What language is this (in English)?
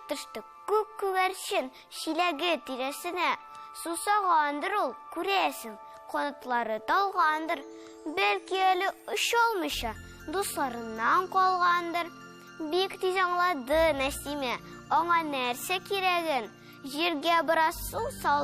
Tatar